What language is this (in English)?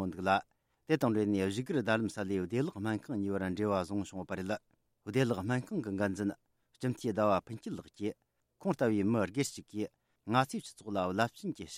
Tibetan